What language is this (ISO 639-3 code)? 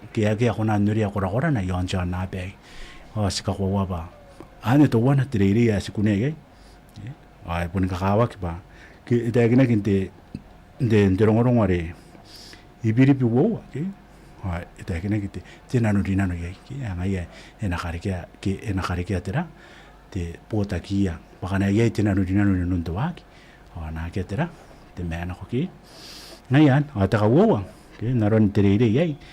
gil